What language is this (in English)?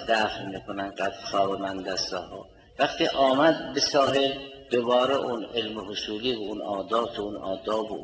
Persian